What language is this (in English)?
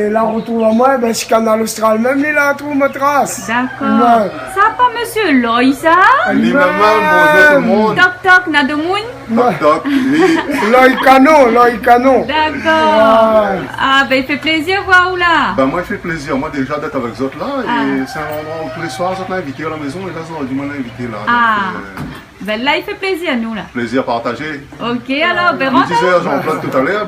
Réunion Creole French